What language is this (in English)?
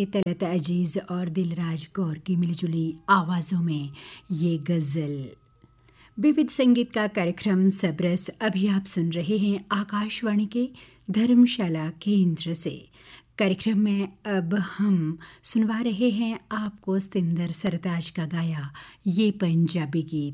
Hindi